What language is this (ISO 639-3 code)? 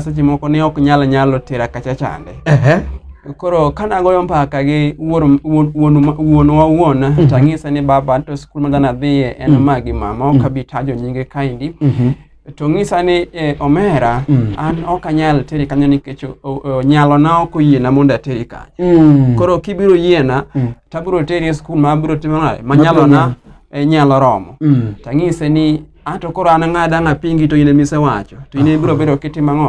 luo